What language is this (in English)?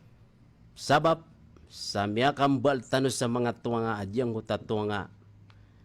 Maranao